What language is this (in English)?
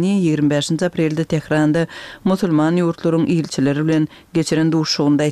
Turkmen